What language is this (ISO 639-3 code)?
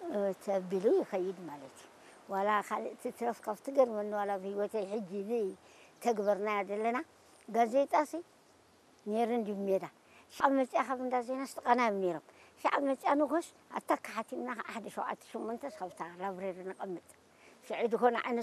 tir